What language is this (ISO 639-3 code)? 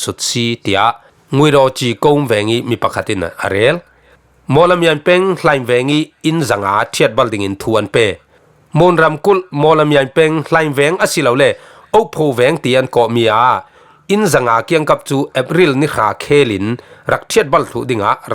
cfm